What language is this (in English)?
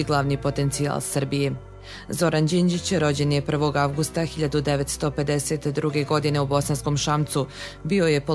Serbian